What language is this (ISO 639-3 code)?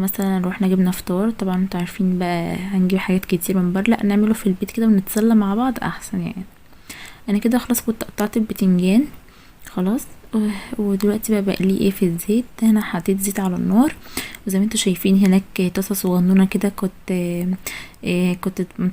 arz